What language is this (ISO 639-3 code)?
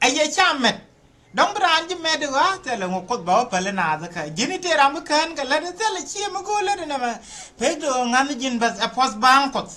nus